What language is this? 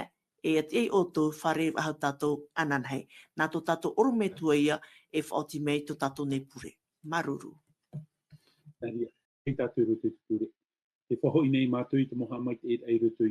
Tahitian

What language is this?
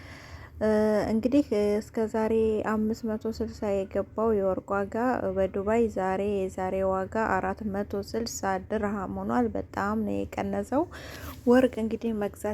Amharic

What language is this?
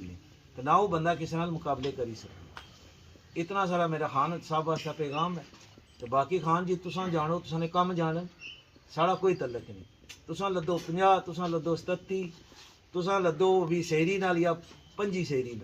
Pahari-Potwari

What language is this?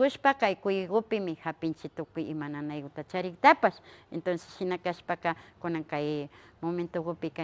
Imbabura Highland Quichua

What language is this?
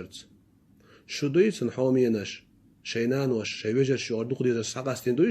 Chechen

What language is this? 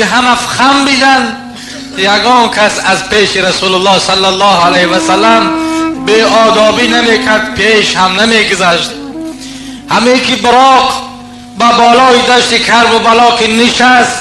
Tajik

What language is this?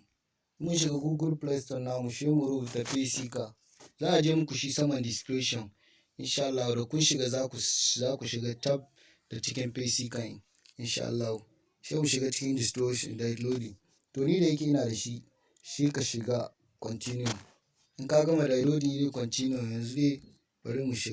Hausa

